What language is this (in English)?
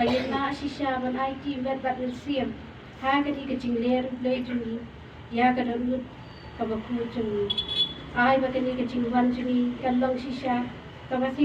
Khasi